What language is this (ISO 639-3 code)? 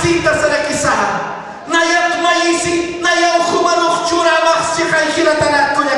aym